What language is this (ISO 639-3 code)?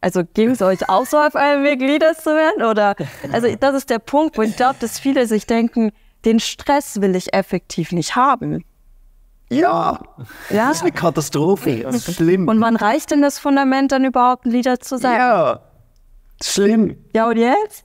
gsw